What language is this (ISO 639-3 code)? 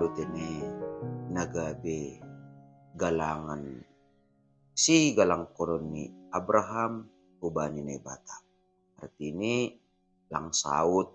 bts